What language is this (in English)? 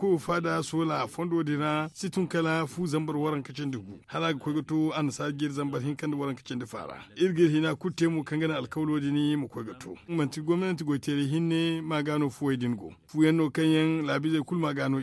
Zarma